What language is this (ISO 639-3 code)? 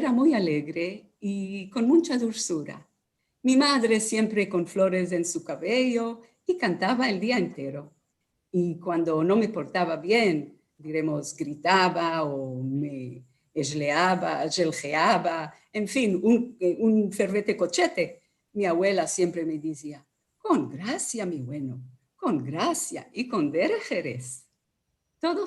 lad